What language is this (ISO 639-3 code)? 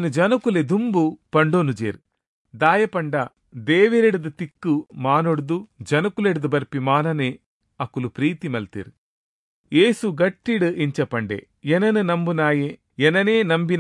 tcy